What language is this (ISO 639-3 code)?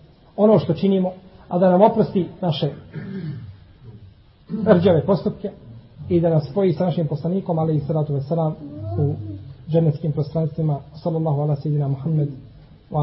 bos